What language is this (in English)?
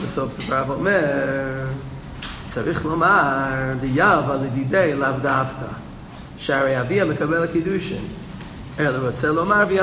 Hebrew